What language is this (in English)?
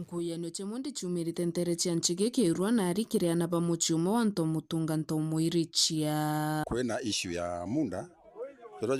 Meru